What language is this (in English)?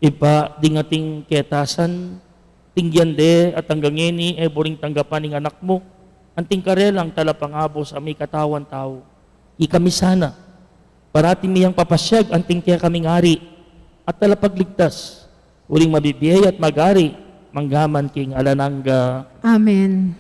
Pampanga